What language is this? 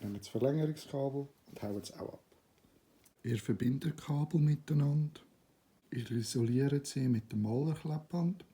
Swiss German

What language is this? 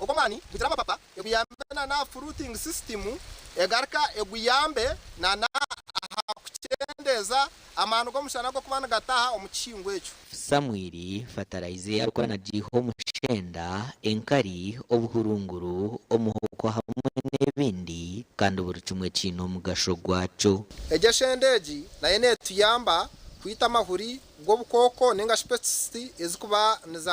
Nyankole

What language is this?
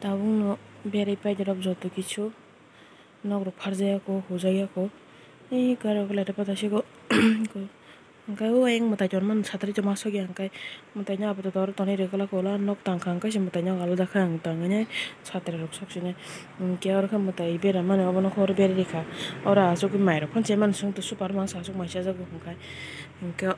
Kok Borok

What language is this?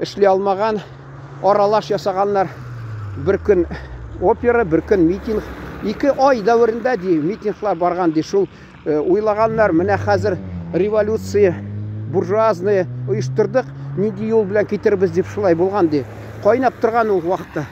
Tatar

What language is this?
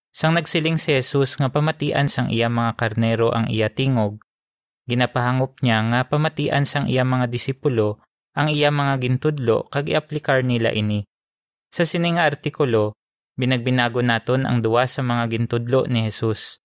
Hiligaynon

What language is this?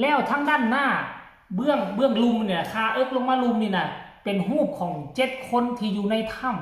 Lao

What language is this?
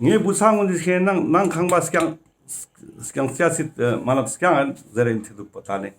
Ladakhi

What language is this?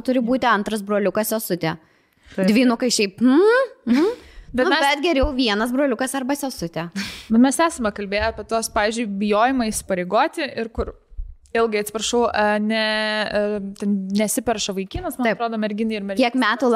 Lithuanian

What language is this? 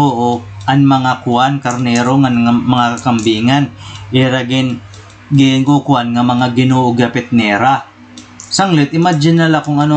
Waray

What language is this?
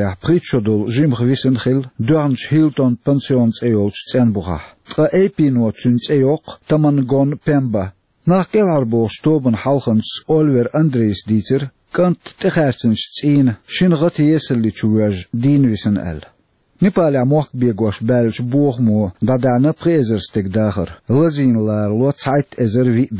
Chechen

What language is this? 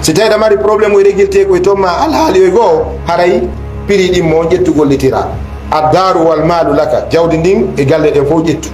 Fula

